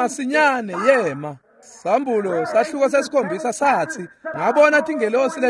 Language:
Swati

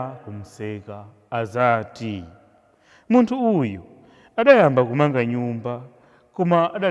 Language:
Nyanja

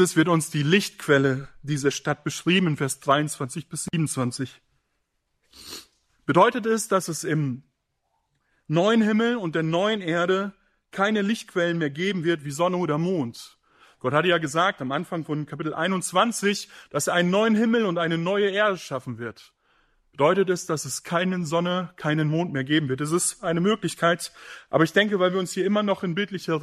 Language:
German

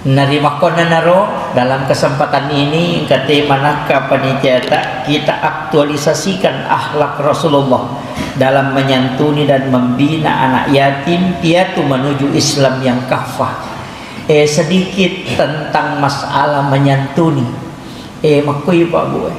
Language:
Buginese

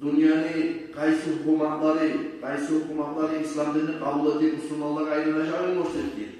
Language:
Kumyk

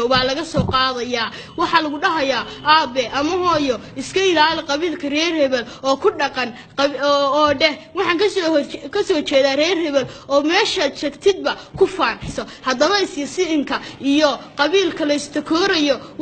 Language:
Somali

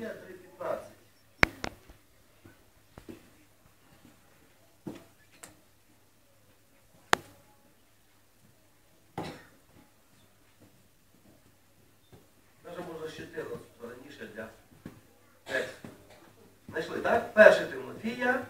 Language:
Ukrainian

